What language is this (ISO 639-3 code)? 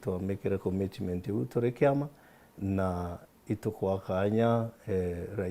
mer